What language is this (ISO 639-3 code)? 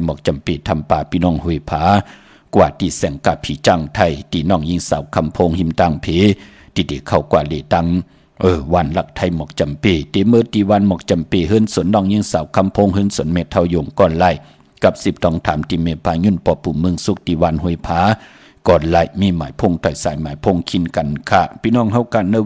shn